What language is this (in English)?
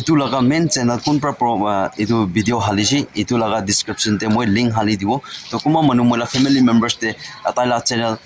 Naga Pidgin